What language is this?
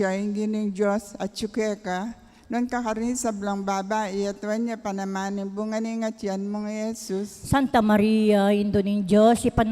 Pampanga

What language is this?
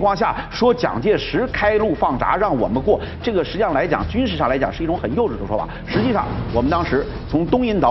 Chinese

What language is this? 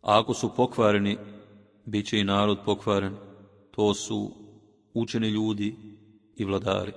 Bosnian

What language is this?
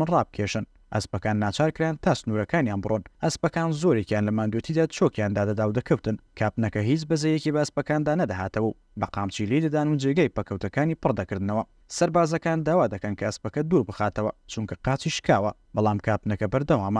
Central Kurdish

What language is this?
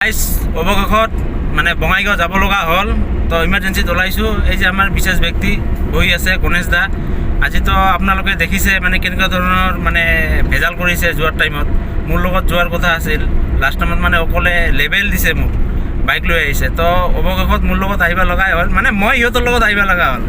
Assamese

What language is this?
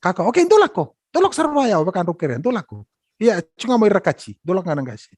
Fijian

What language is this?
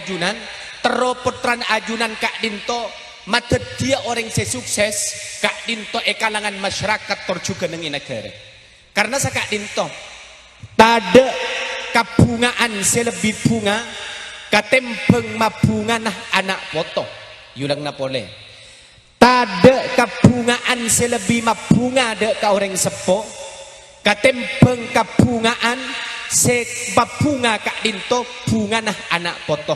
Madurese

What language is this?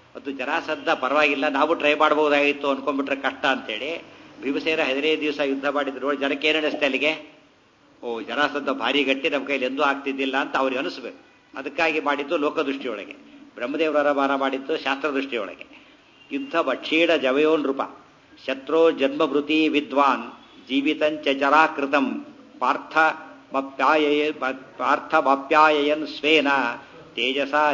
Kannada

